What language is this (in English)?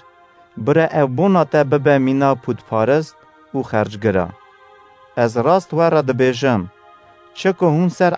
Kurdish